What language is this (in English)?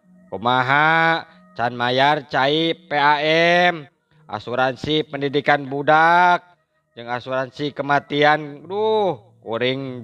Sundanese